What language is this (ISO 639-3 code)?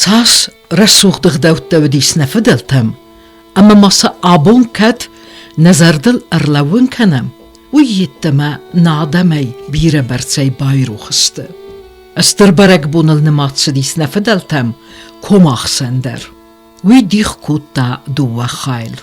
oss